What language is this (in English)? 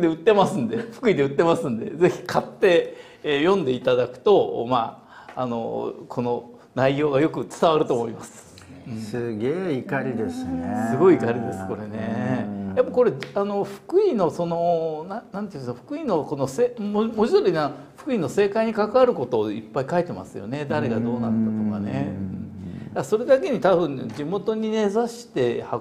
Japanese